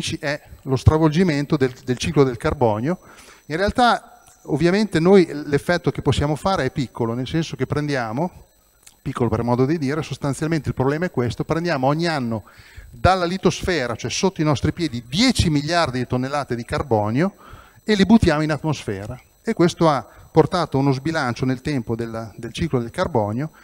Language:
Italian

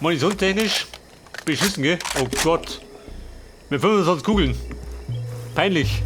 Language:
Bavarian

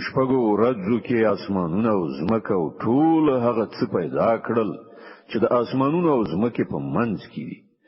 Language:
Pashto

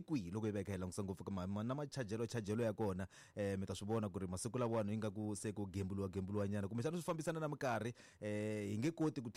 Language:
Tsonga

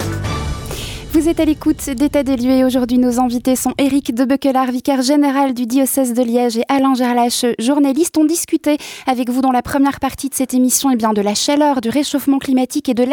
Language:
French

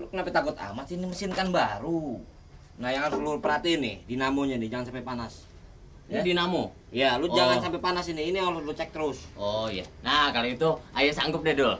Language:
Betawi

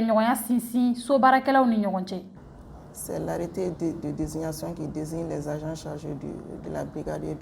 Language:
Bambara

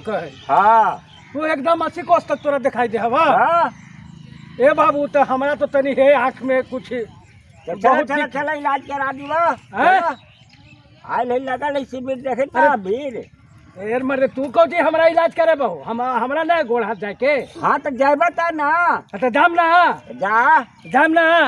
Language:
Magahi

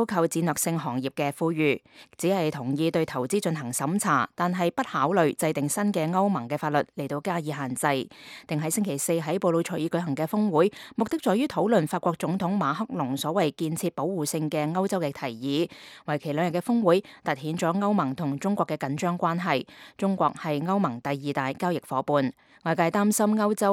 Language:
Cantonese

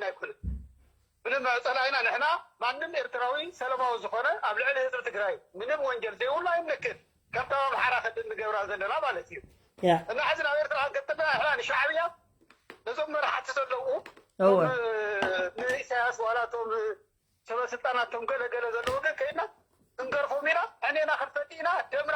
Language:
Tigrinya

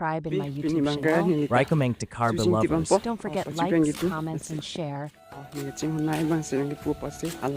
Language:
Karbi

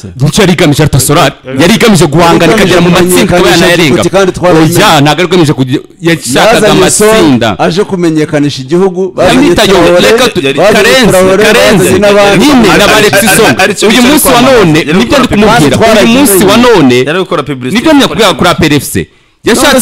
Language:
Kinyarwanda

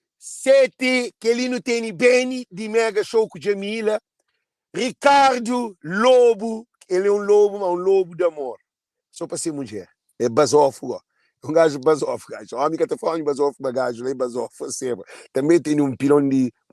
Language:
Kabuverdianu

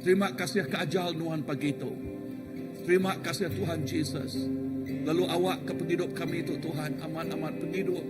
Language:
Iban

